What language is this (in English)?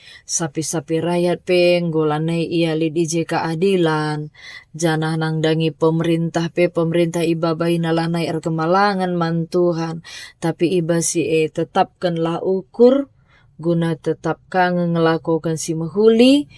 Batak Karo